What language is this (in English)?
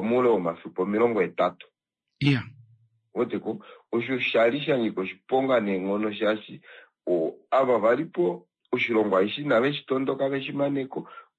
Kuanyama